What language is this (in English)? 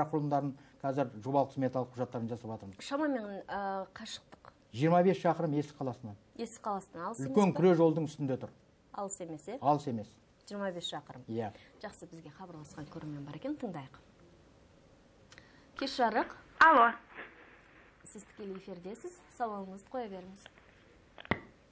Kazakh